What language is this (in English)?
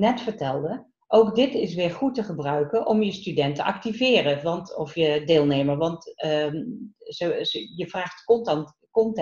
Dutch